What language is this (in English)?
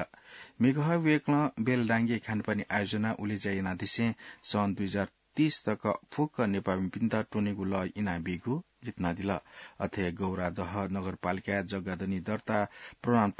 Newari